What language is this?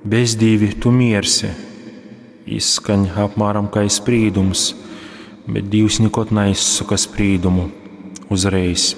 Latgalian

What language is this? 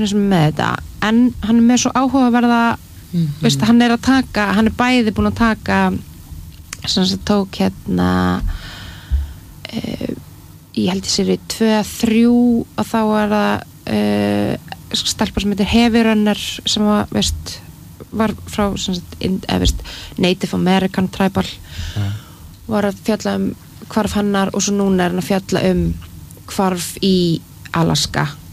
Icelandic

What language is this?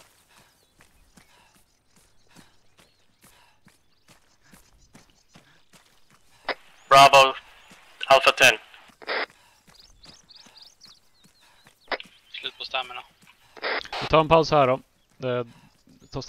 Swedish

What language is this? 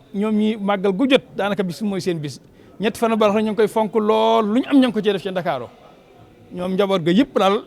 Wolof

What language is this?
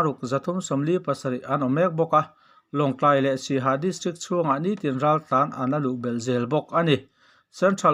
Mizo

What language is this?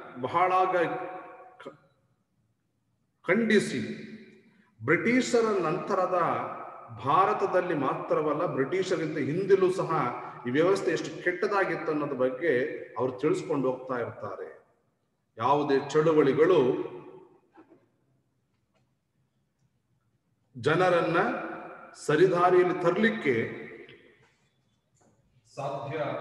Kannada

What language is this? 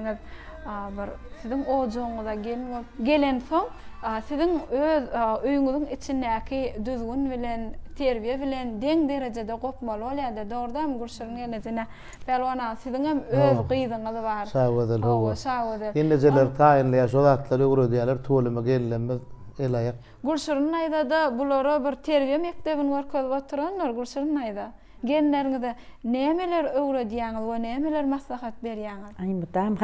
Turkmen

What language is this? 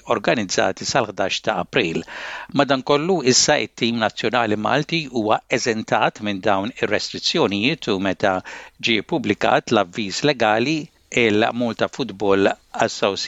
Maltese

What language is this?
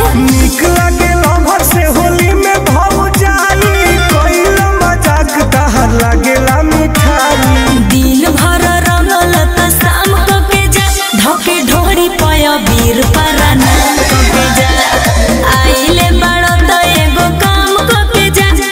Bhojpuri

